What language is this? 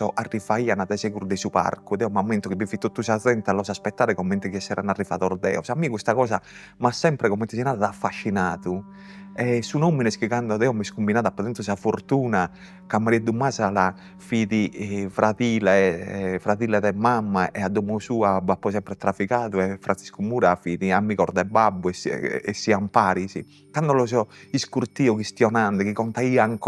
Sardinian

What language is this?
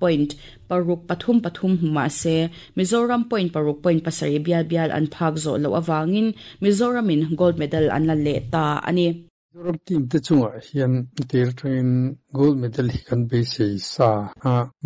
Mizo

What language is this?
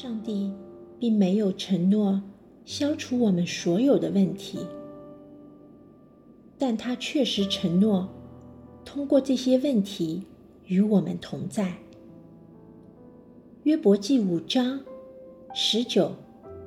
Chinese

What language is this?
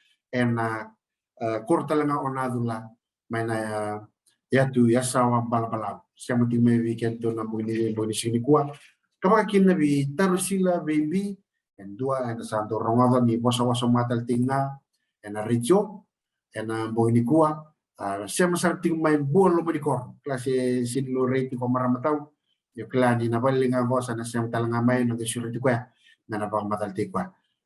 Fijian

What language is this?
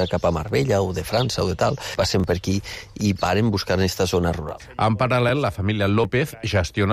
Catalan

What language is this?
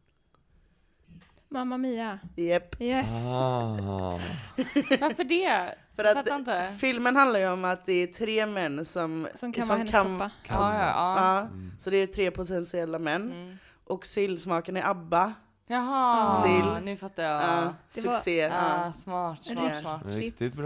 Swedish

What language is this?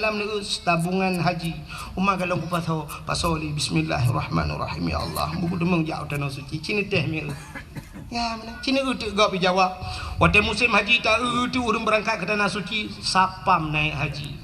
Achinese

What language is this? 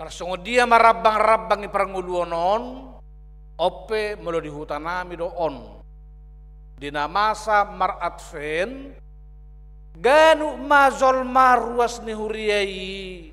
Batak Toba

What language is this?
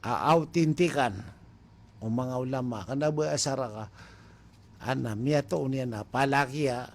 Maranao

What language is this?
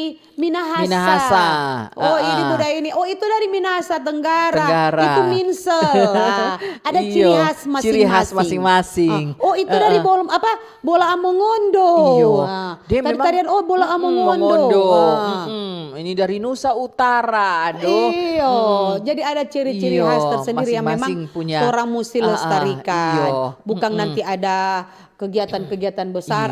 Manado Malay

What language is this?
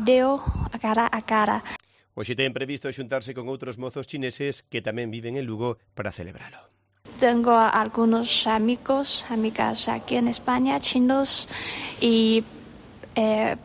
Galician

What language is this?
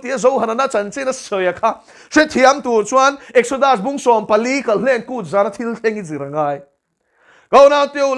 Mizo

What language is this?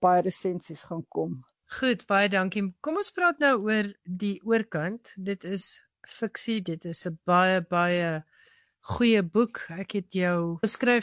Afrikaans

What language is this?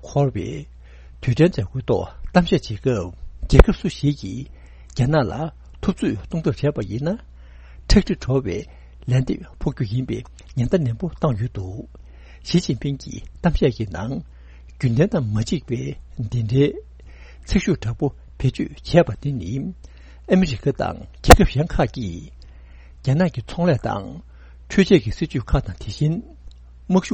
Tibetan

